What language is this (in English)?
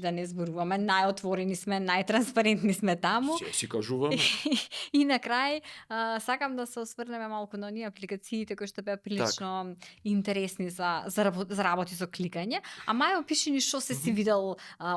Macedonian